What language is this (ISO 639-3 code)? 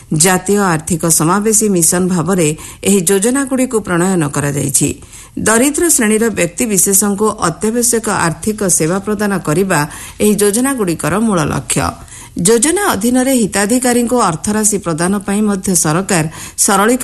ori